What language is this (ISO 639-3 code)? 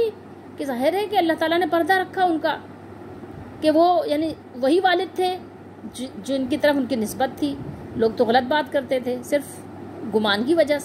urd